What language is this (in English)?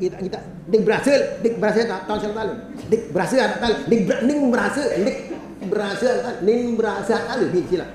Sasak